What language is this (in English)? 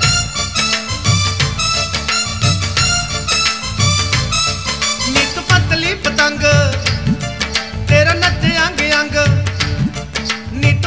Punjabi